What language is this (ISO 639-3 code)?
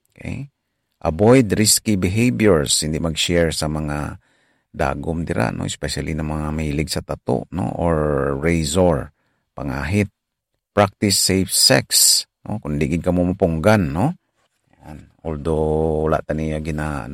hil